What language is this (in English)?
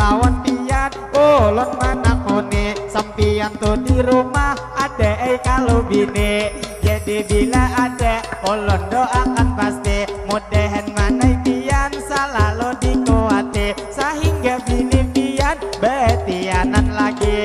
Banjar